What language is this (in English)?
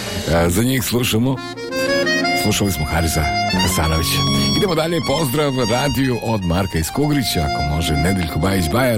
Serbian